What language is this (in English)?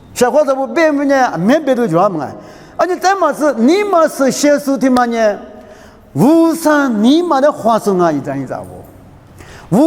Lisu